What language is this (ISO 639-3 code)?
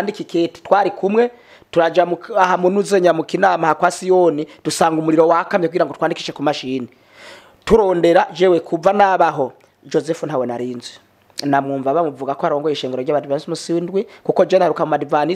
run